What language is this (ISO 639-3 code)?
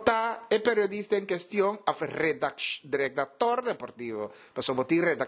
pap